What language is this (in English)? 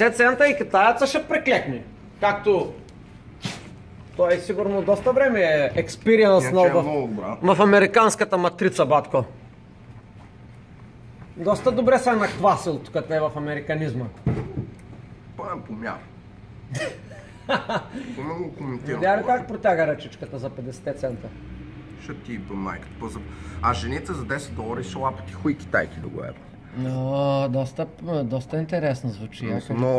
Bulgarian